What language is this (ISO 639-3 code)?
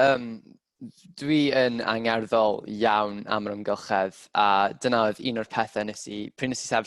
cym